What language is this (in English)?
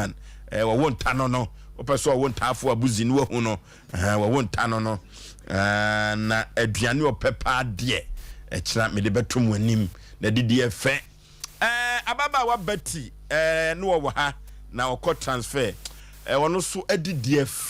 Akan